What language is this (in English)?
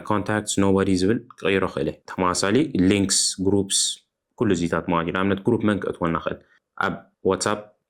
Tigrinya